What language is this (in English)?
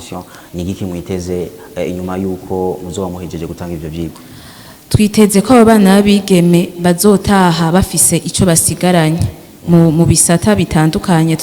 Rundi